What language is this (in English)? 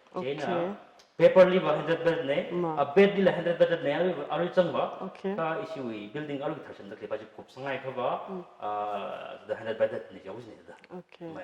Tangkhul Naga (India)